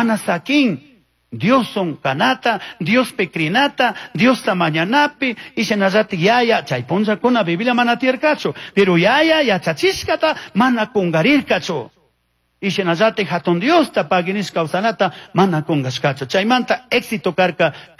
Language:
Chimborazo Highland Quichua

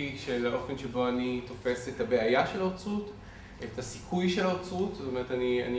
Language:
Hebrew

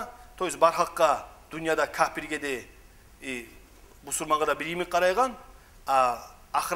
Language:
Kumyk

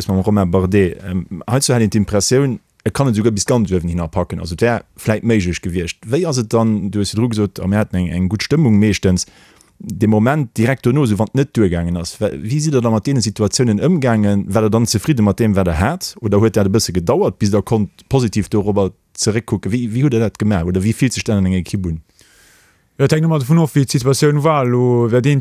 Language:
Luxembourgish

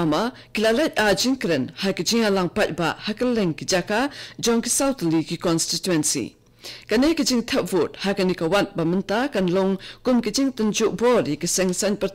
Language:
Khasi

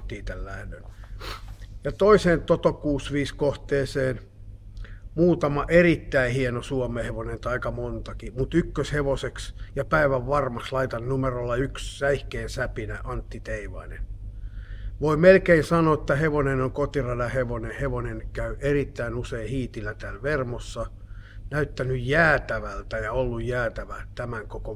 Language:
Finnish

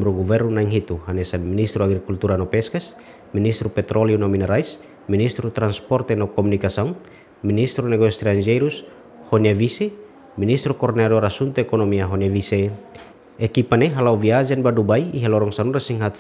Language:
Tetum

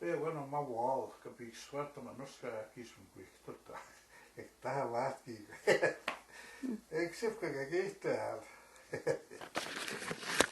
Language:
Plains Cree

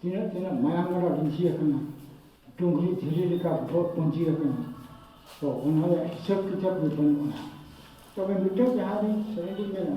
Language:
Santali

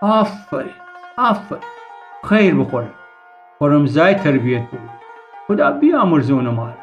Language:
Gilaki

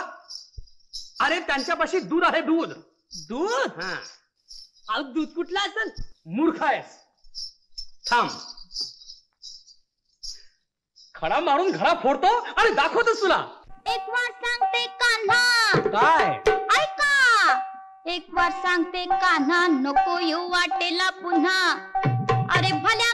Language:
Marathi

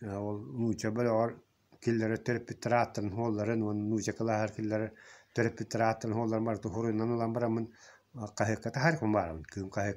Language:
Yakut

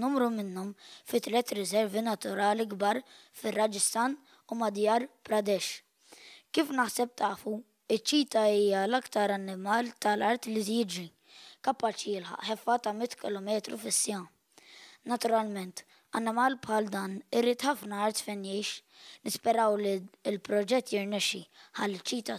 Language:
Maltese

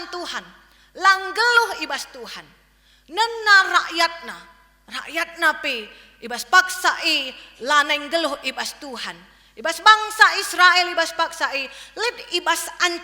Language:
Batak Karo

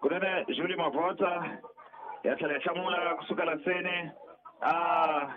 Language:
Tsonga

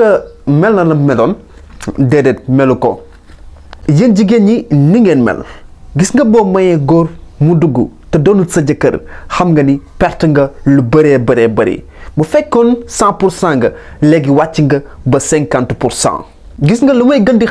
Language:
Wolof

